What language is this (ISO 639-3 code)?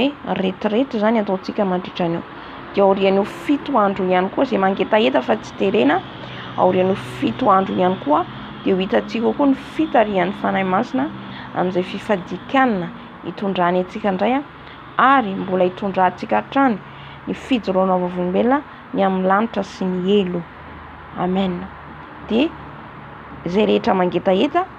mlg